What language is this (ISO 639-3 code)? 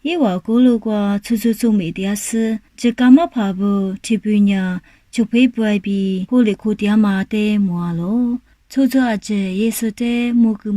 lis